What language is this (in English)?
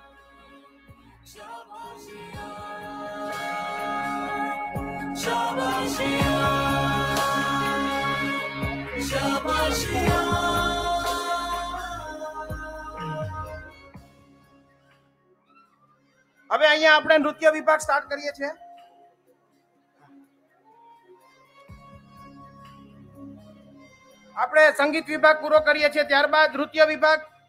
Gujarati